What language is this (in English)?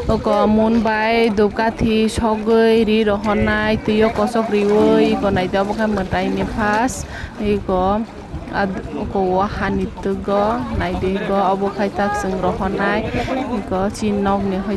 Kok Borok